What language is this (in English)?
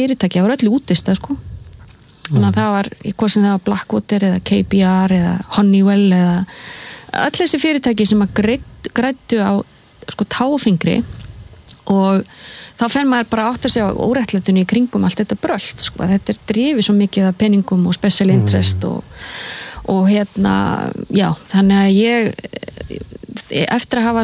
Icelandic